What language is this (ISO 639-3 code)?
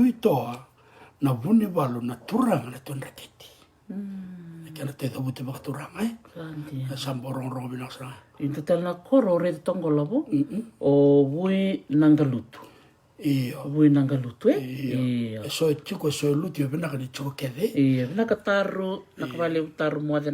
fij